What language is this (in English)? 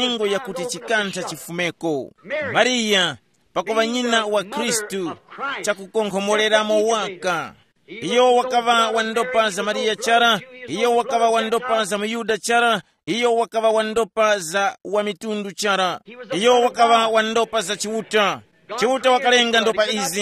Tumbuka